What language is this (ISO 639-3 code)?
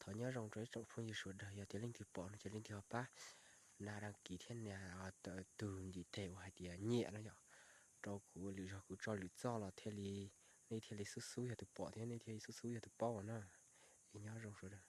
hmn